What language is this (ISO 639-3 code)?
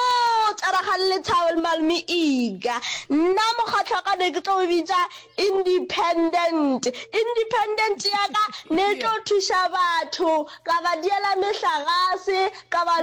nso